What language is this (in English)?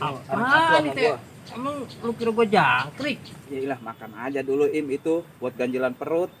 Betawi